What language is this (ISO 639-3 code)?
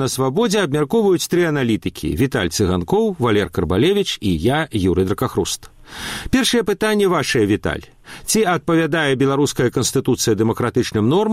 bel